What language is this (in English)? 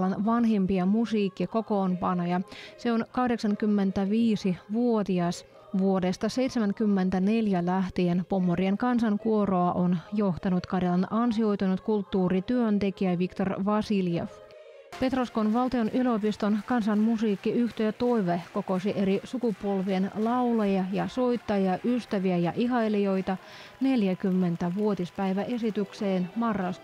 Finnish